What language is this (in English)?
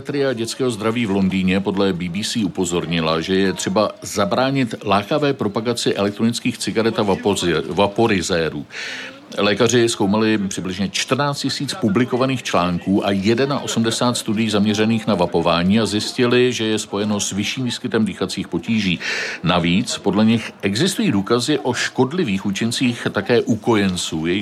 Czech